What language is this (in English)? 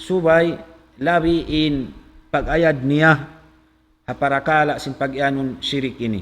Tausug